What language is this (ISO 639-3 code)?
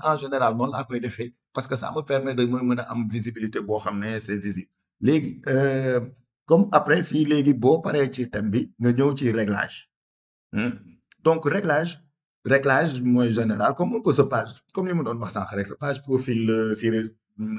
wol